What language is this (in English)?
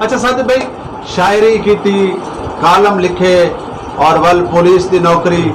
Saraiki